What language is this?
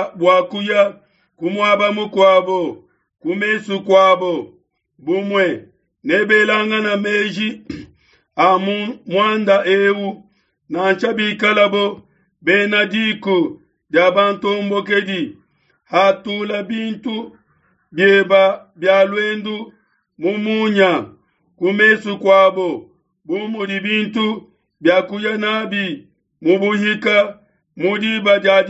Luba-Lulua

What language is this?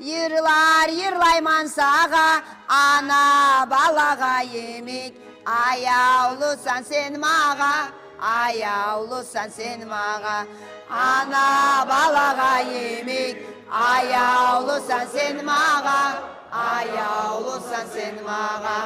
Kumyk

